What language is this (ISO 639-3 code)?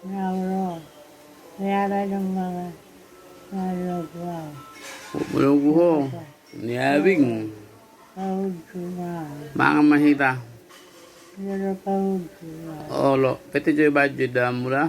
bbc